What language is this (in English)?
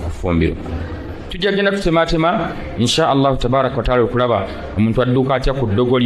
Ganda